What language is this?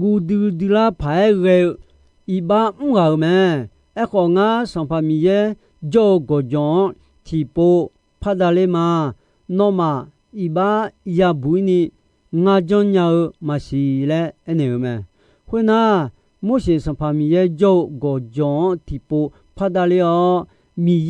Akha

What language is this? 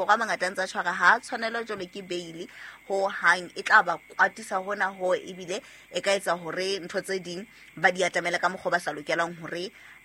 Southern Sotho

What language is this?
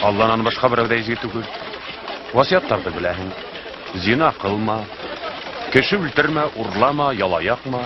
Bashkir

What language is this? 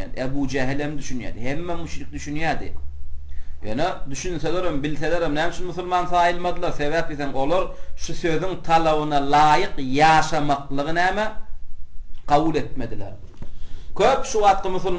Turkmen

